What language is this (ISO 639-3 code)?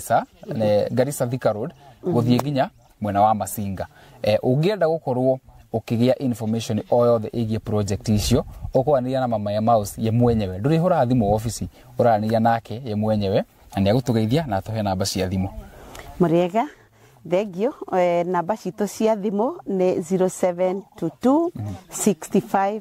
kik